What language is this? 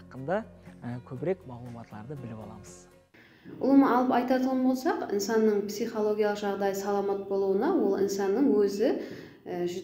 Kara-Kalpak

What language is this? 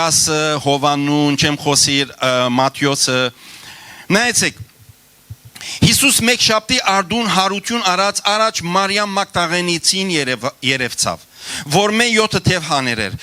Western Armenian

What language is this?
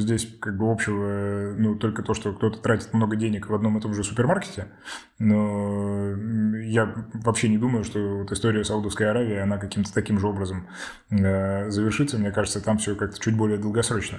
Russian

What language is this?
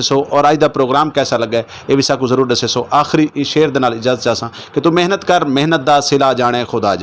Saraiki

